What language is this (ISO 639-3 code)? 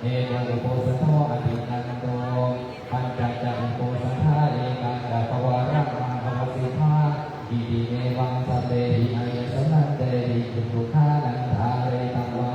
pli